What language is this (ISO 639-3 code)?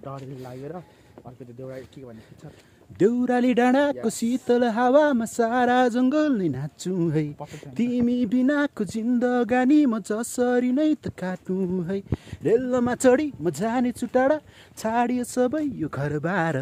nep